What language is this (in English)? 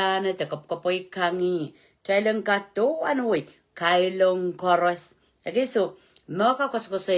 Pohnpeian